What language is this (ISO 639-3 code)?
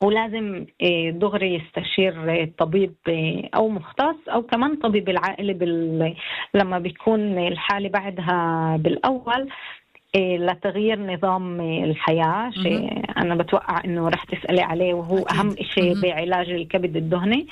apc